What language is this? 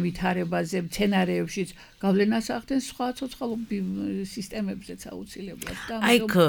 Georgian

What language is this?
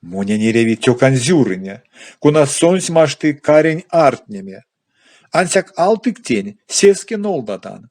Erzya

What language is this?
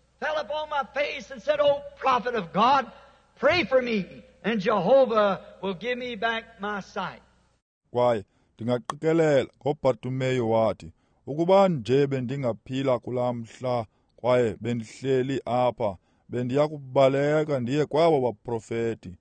Xhosa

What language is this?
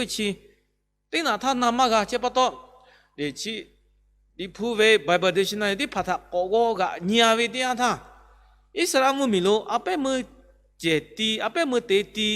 Lahu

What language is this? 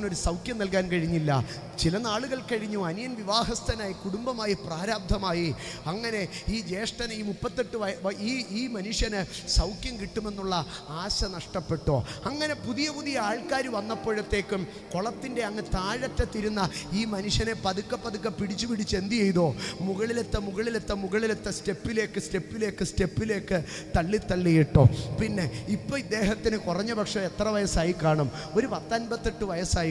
Malayalam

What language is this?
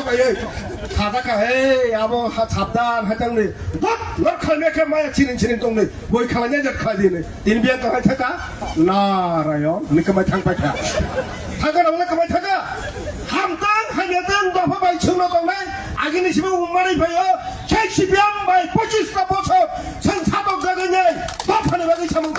Kok Borok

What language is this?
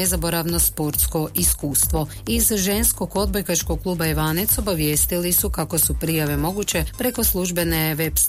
Croatian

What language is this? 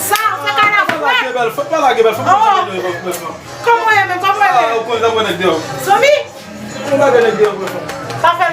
Haitian Creole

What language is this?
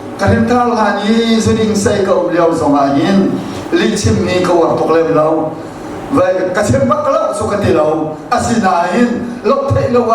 Hakha Chin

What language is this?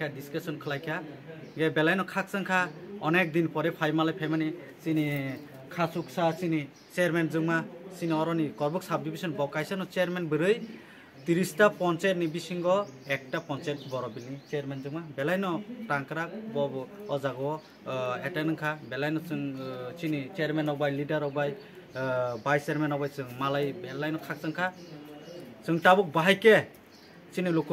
Kok Borok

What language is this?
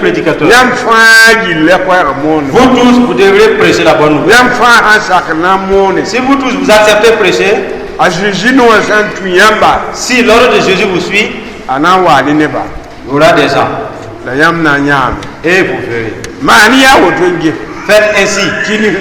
Mossi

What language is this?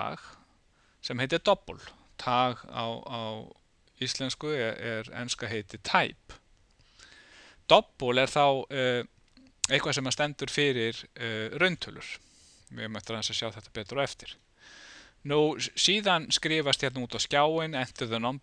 Icelandic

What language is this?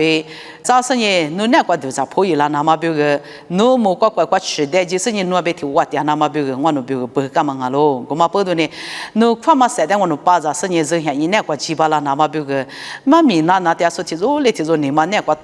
Lisu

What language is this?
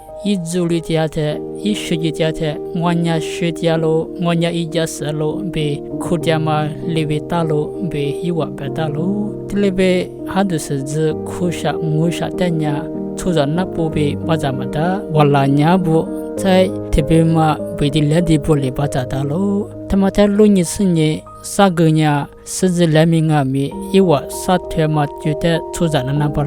Lisu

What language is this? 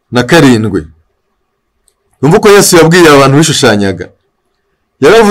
Kinyarwanda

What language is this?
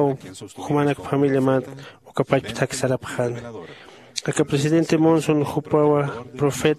Aymara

